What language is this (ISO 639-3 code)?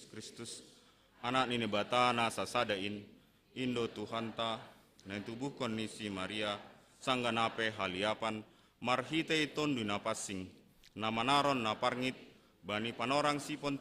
bts